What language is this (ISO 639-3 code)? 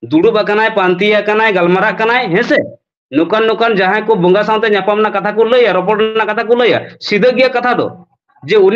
sat